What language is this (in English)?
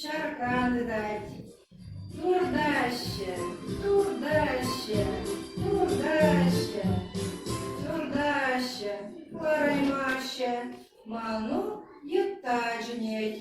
Chuvash